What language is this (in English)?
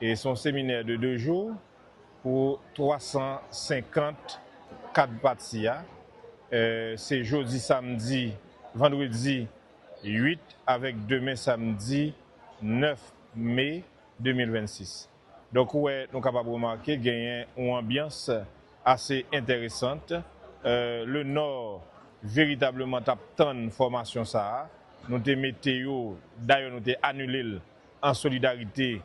Haitian Creole